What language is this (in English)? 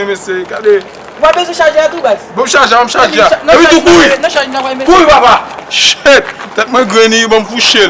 Haitian Creole